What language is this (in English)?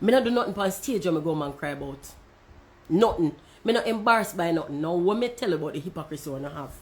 Jamaican Creole English